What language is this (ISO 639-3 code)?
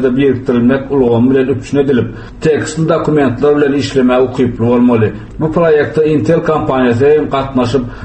tuk